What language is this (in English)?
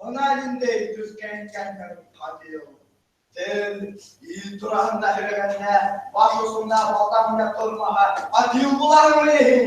Bashkir